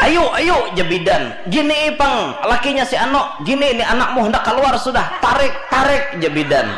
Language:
Banjar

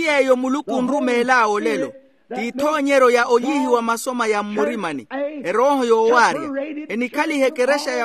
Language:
Makhuwa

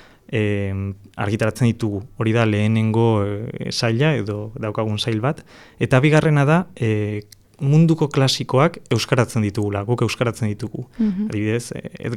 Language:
Basque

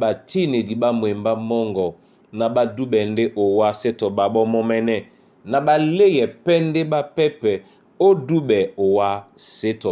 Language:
Duala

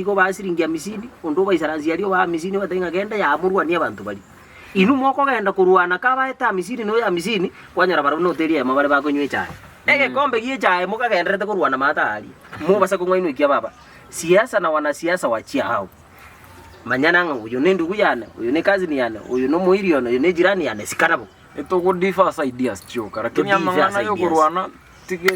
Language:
Gusii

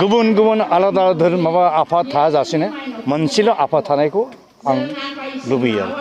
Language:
Bodo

